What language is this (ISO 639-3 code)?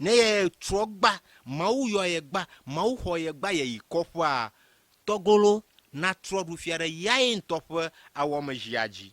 ewe